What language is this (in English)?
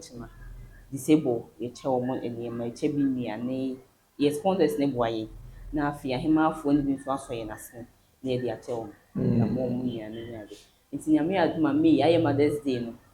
Akan